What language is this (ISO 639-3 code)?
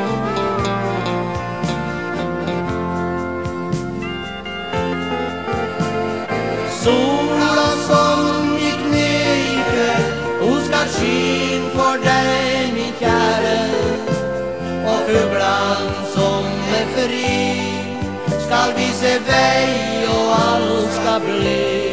nor